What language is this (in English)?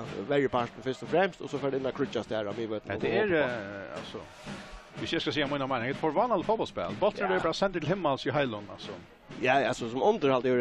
Faroese